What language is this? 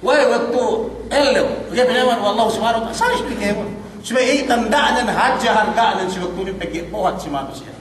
Yakan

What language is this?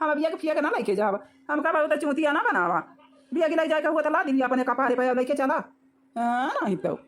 Awadhi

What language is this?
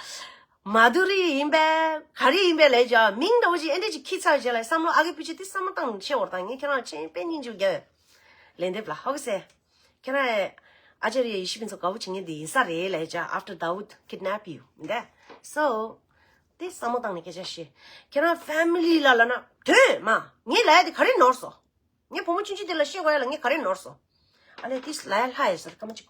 Tibetan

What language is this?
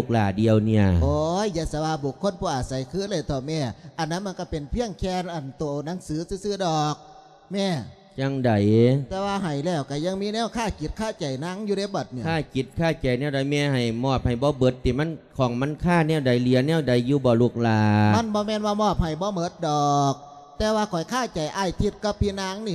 Lao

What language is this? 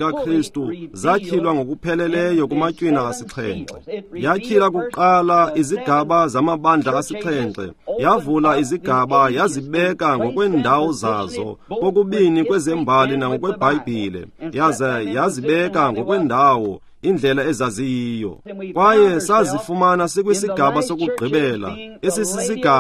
Xhosa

